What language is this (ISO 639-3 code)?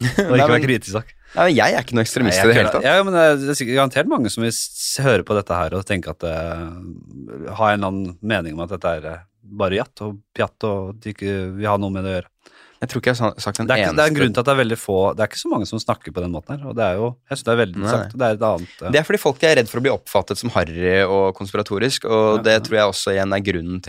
nor